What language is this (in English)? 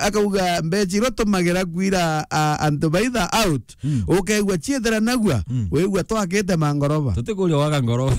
Meru